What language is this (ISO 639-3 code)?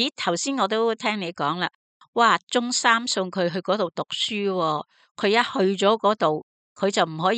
yue